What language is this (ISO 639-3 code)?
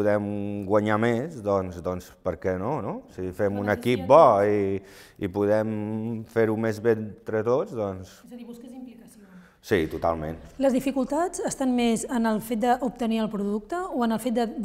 cat